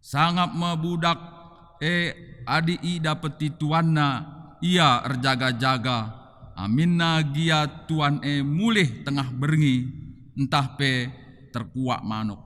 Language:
Batak Karo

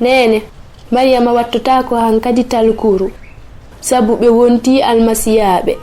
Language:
Fula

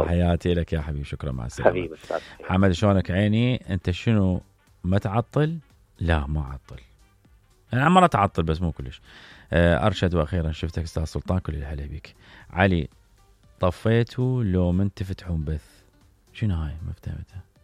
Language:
Mesopotamian Arabic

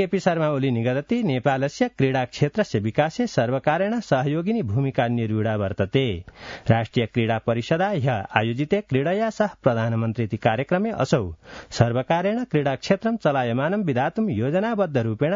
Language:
Sanskrit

